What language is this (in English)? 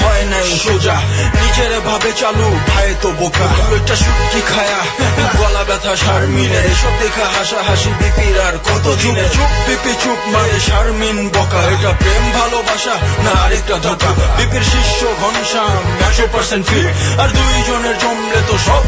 Bangla